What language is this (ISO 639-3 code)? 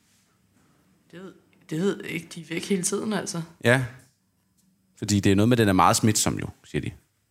dan